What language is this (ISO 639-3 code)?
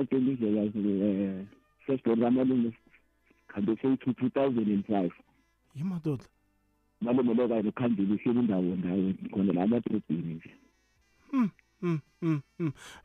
nbl